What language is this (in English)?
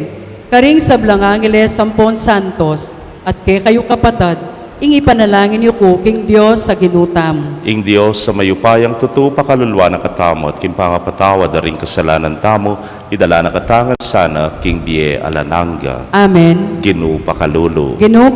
Pampanga